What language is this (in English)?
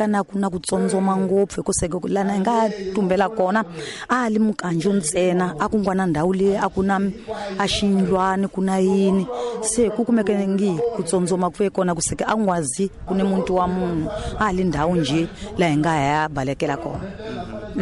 Tsonga